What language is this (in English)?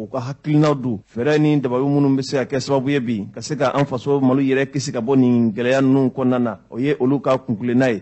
Bambara